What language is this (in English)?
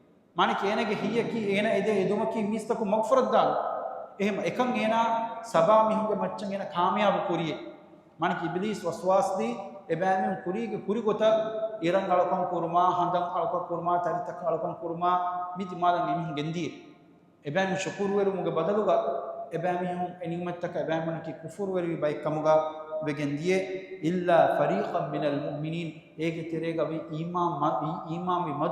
Divehi